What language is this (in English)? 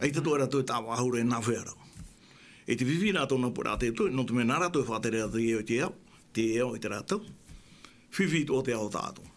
Tahitian